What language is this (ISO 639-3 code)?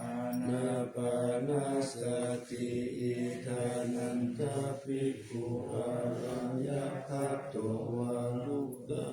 pli